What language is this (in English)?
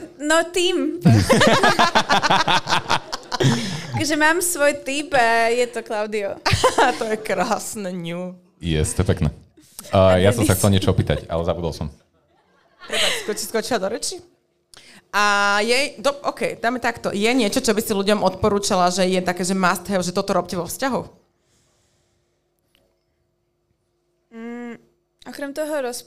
Slovak